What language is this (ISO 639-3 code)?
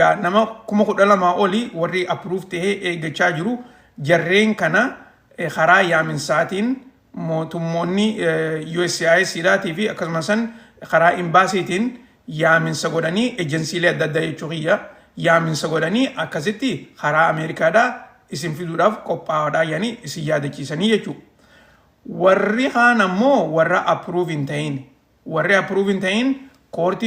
orm